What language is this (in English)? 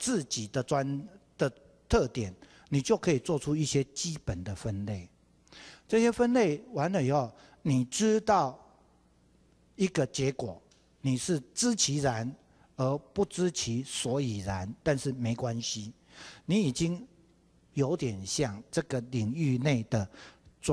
Chinese